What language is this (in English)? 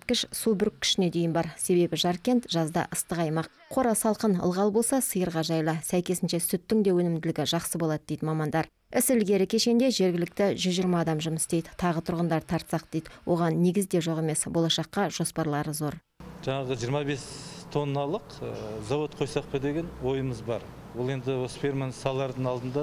Kazakh